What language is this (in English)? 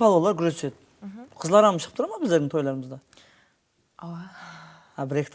Kara-Kalpak